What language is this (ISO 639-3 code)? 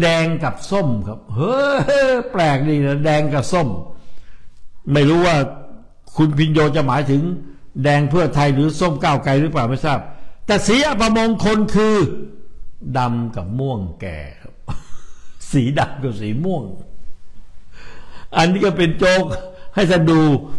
tha